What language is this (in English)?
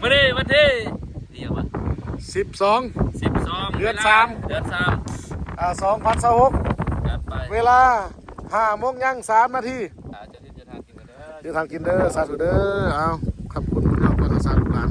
Lao